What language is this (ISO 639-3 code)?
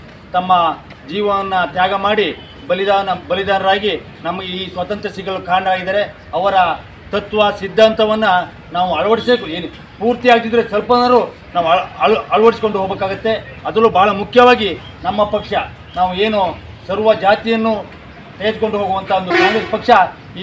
kan